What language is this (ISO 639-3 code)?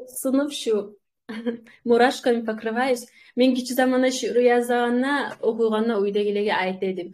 kum